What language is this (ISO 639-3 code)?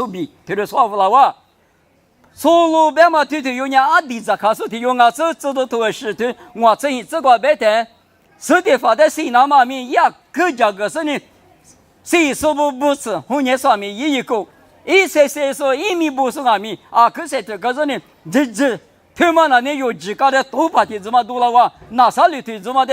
lis